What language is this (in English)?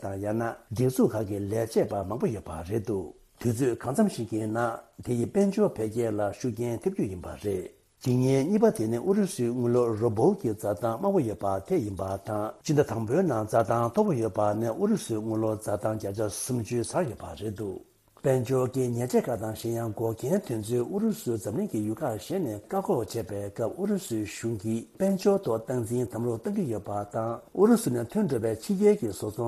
Tibetan